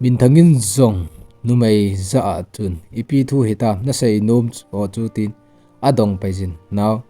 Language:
Thado Chin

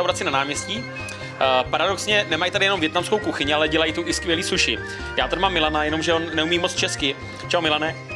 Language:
Czech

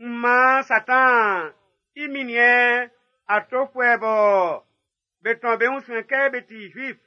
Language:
Baoulé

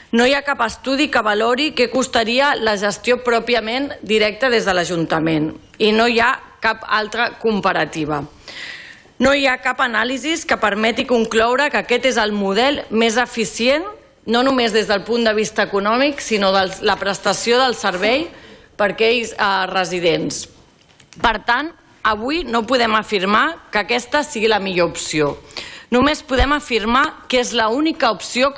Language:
Catalan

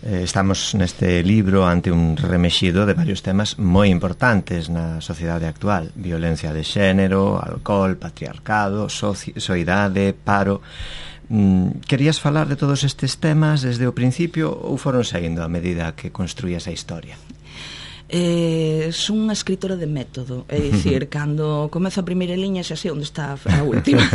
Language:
Galician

